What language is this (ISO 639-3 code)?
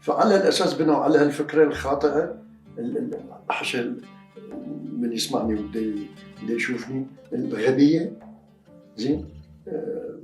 acm